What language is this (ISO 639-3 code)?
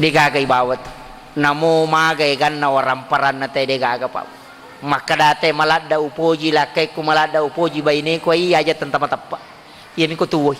bug